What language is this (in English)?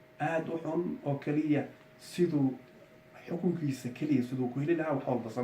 Somali